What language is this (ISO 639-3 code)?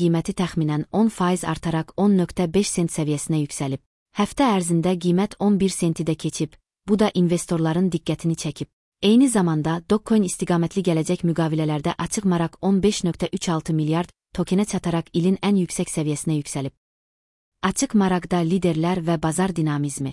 aze